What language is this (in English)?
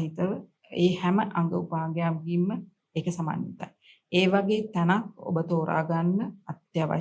Sinhala